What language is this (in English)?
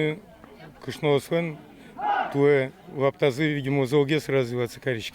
Udmurt